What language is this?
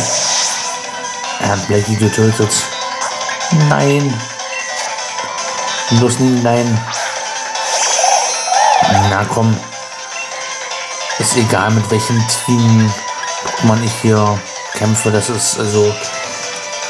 German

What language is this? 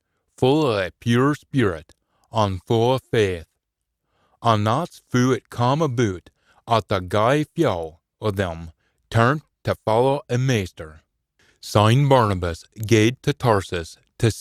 Scots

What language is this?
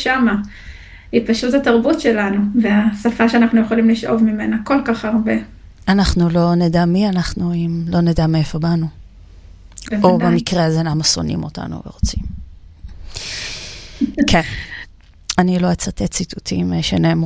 Hebrew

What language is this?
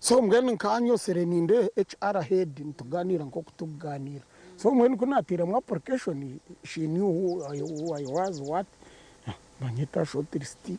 Nyankole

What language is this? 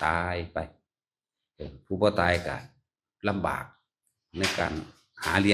Northeastern Thai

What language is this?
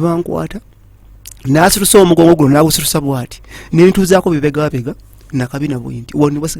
Ganda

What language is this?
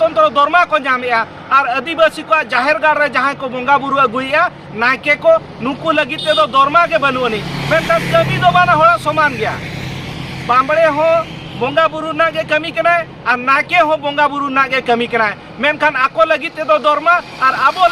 Santali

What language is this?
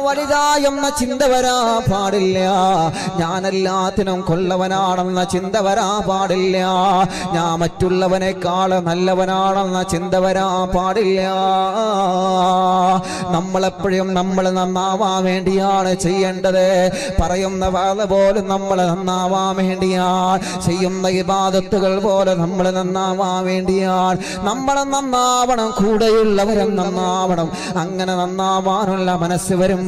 Malayalam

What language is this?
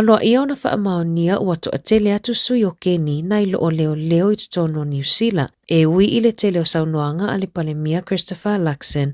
Samoan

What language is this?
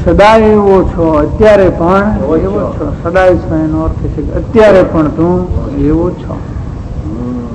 Gujarati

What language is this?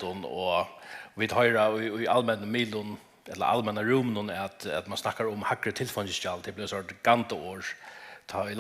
Faroese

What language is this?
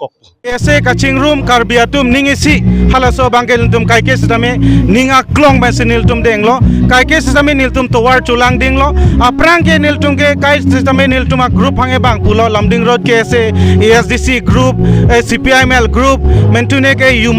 Karbi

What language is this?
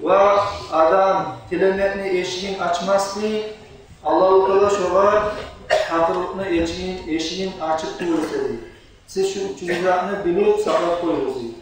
Kumyk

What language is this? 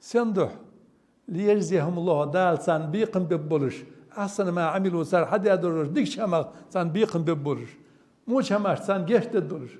Ingush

